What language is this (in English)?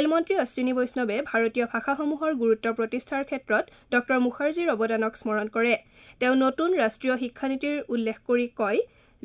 Assamese